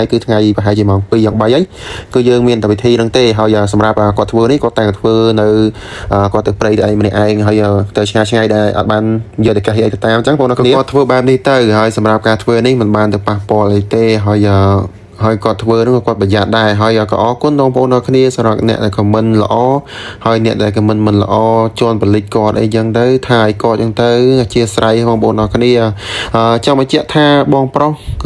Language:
Khmer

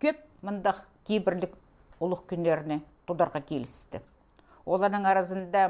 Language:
Khakas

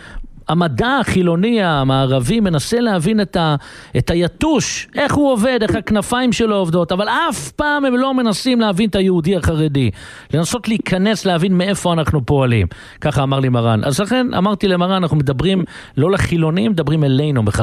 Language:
Hebrew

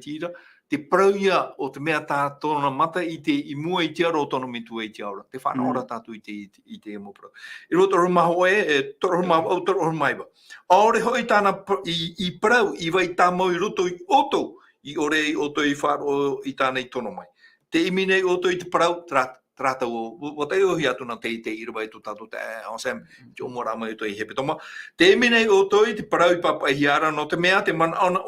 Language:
Tahitian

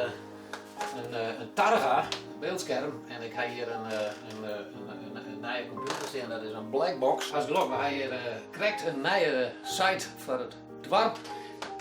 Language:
Western Frisian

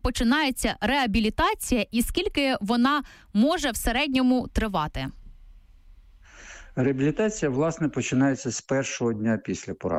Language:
Ukrainian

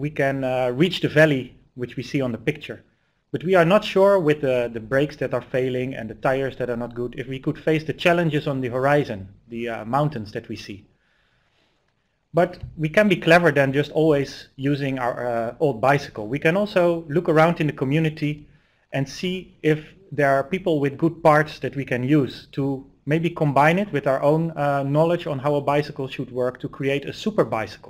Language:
English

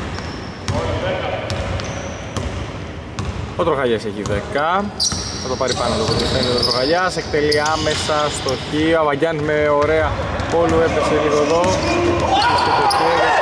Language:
Greek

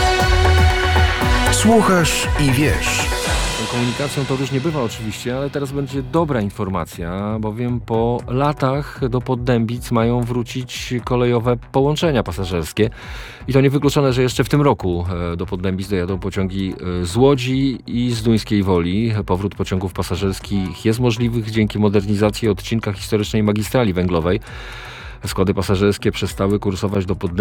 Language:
Polish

